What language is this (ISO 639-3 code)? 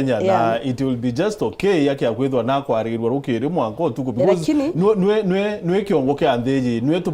mer